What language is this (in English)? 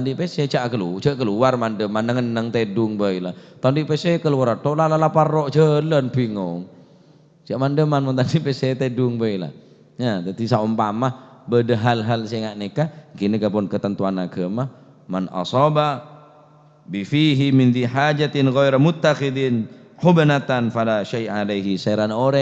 Madurese